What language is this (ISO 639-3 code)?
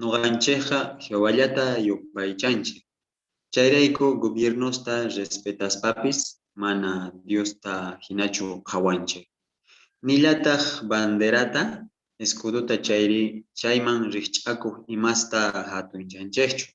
quh